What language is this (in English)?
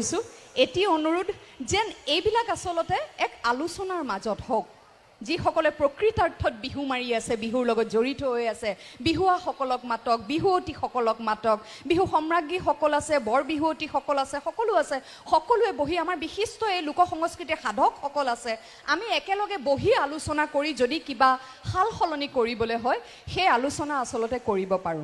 Assamese